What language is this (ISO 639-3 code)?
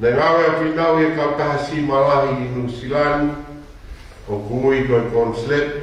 ton